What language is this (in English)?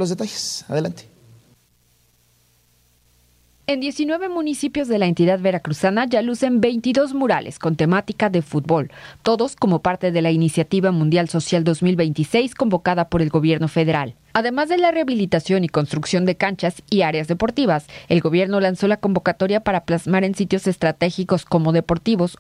Spanish